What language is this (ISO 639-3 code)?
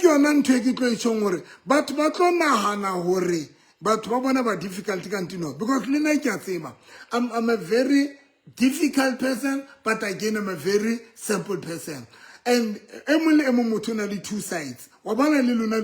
sot